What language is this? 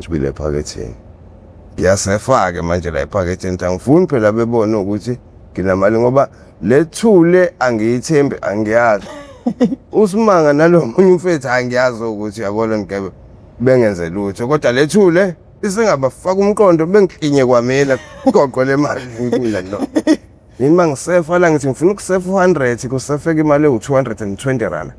Zulu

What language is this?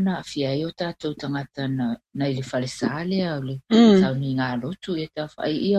Samoan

